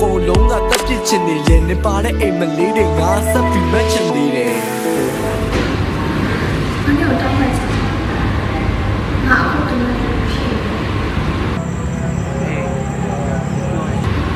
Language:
Burmese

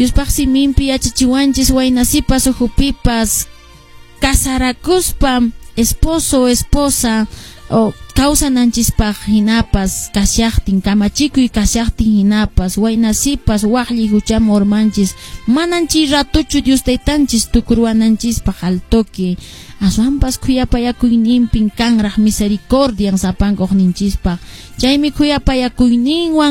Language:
Quechua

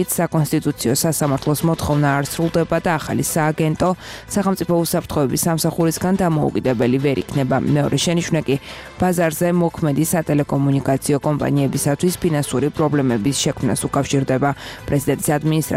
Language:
Georgian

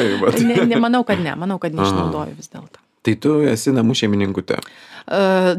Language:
Lithuanian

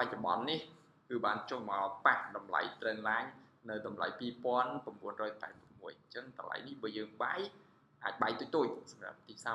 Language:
Khmer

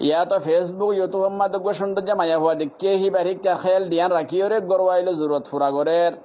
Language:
Rohingya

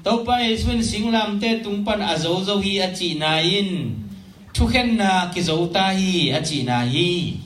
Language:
Tedim Chin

